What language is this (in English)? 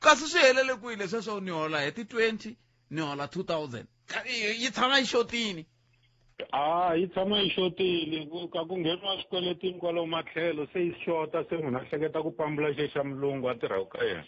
Tsonga